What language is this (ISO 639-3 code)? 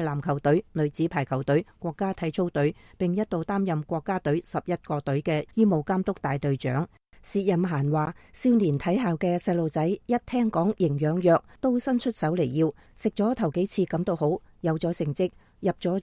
yue